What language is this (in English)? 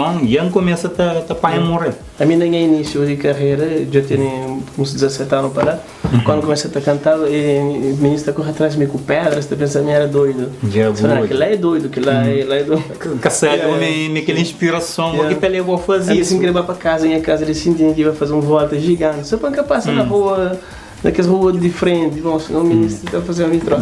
Kabuverdianu